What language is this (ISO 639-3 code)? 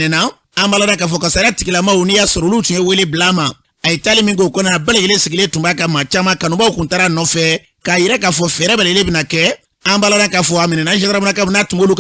bam